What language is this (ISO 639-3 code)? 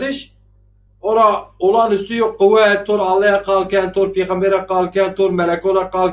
zza